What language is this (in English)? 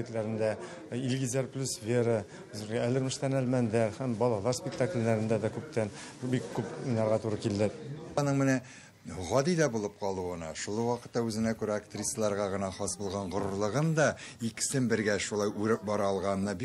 Tatar